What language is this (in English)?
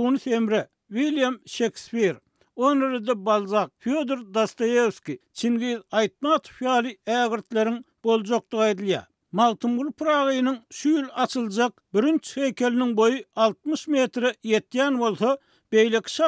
Turkmen